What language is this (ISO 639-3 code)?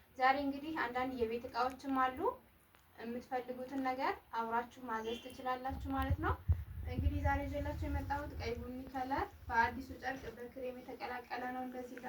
amh